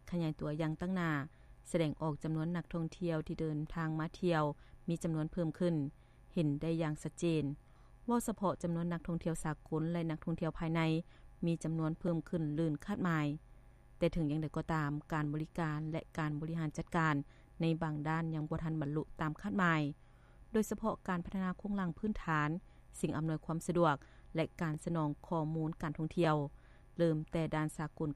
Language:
Lao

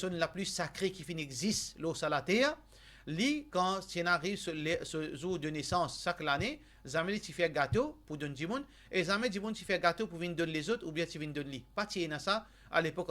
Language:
Morisyen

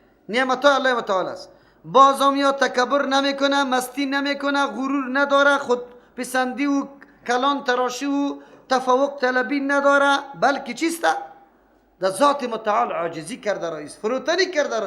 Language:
Persian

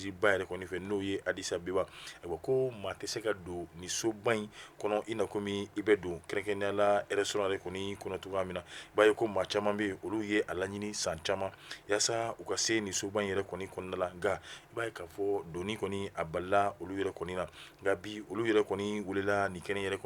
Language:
Bambara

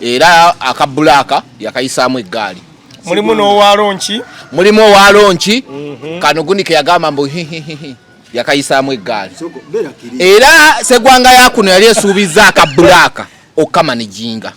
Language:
Ganda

